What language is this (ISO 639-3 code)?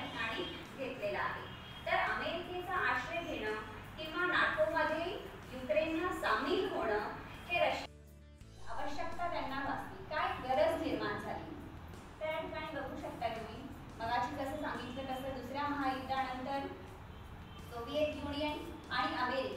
mar